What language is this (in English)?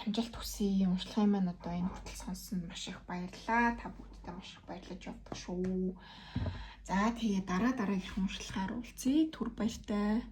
Mongolian